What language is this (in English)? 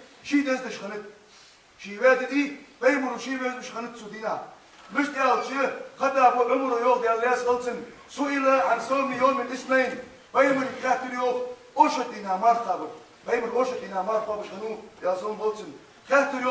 Ingush